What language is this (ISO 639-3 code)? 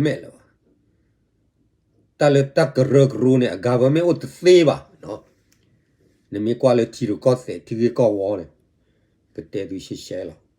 ksw